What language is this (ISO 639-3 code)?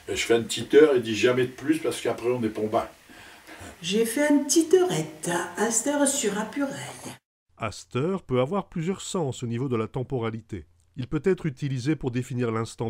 pcd